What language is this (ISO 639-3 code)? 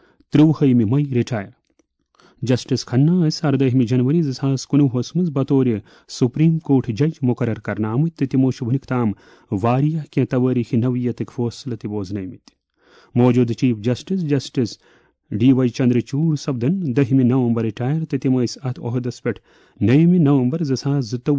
kas